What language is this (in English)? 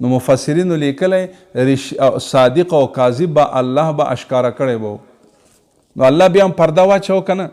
Pashto